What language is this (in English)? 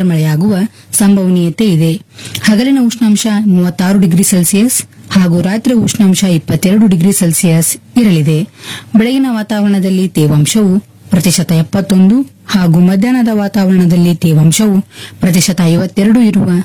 Kannada